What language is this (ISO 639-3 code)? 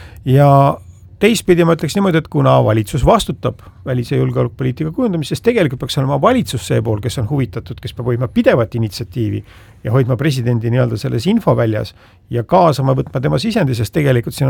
est